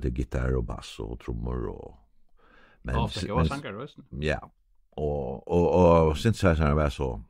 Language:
Faroese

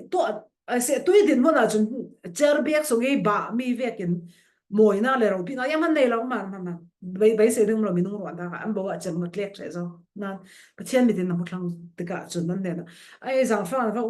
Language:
Falam Chin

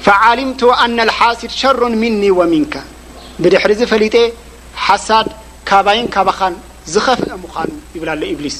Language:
Tigrinya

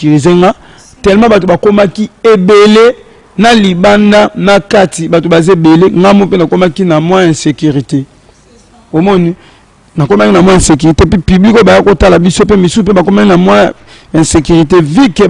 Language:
Lingala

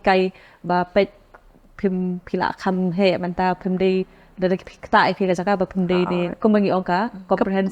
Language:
Khasi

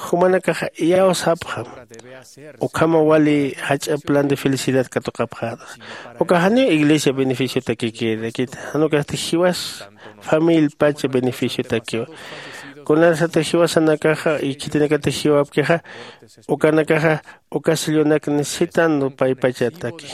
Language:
Aymara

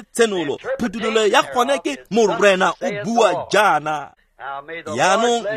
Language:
Tswana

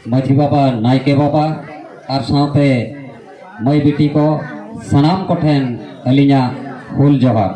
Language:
Santali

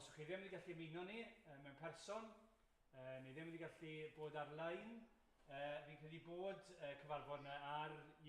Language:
Welsh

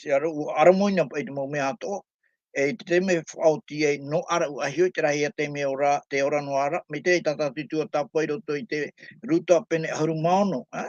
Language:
Tahitian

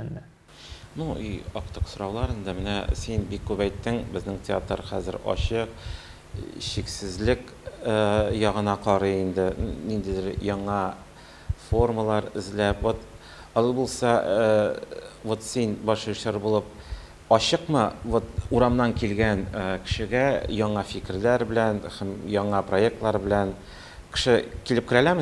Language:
Tatar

